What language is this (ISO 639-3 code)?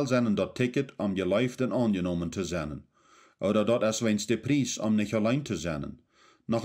pdt